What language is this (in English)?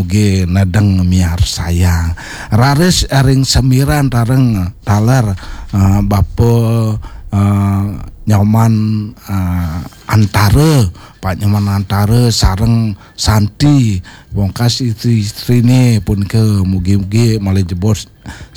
Balinese